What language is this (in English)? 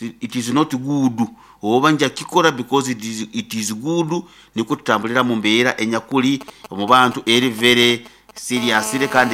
Nyoro